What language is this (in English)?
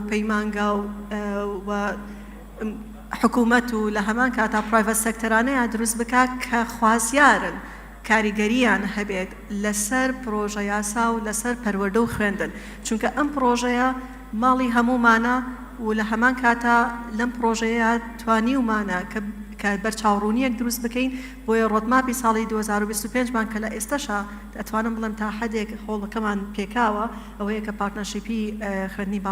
Central Kurdish